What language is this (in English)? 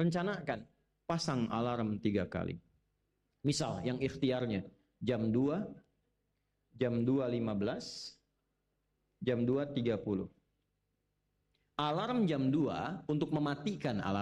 Indonesian